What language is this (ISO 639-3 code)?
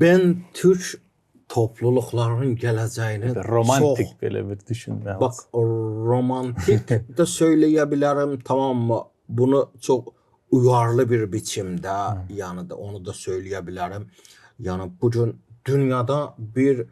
gag